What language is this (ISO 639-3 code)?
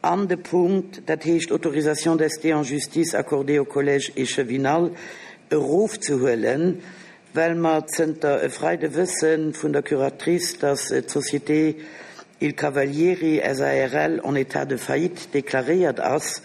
ltz